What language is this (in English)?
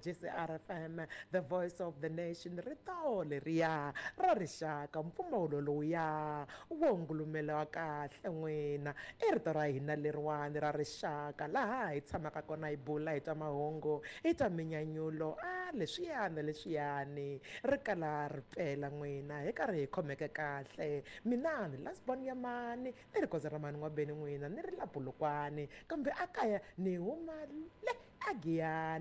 Tsonga